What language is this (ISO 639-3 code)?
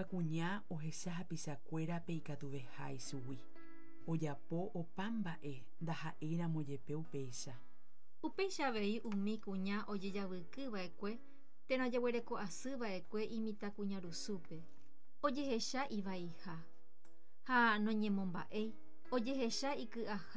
grn